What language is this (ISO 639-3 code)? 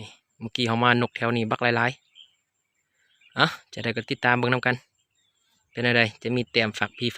lao